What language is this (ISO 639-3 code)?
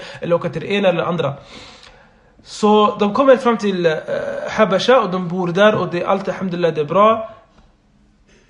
swe